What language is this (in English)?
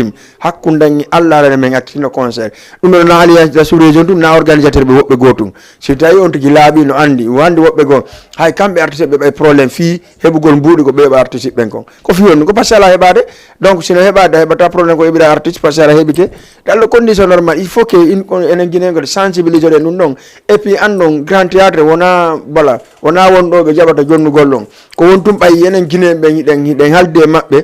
Fula